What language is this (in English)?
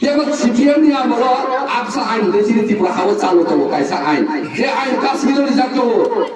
Riang (India)